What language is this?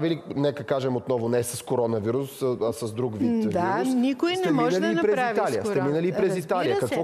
Bulgarian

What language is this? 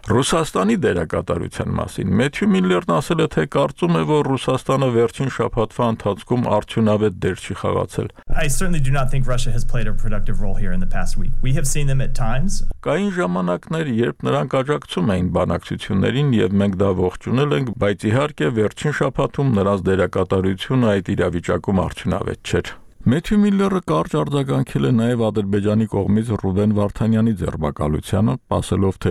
Armenian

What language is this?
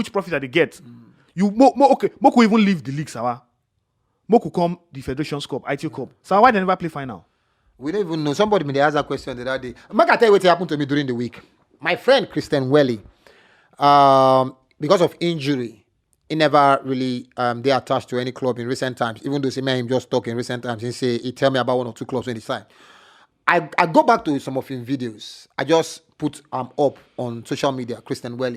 Nigerian Pidgin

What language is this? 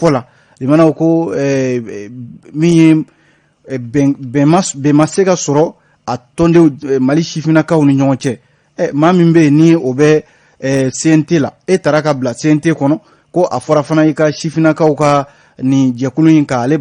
Bambara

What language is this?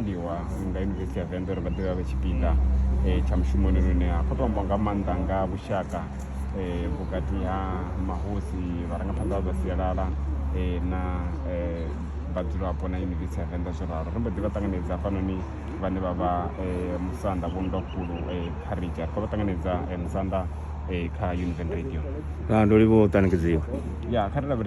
Venda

